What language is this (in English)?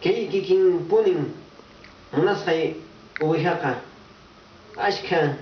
Quechua